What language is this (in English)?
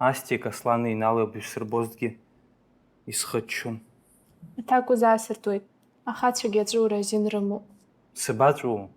Abkhazian